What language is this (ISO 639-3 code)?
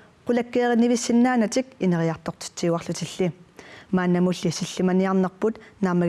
kal